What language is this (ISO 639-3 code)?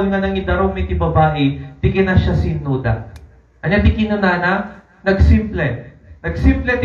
ilo